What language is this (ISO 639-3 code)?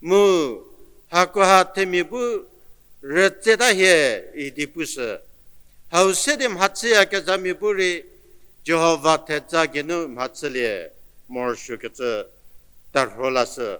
njm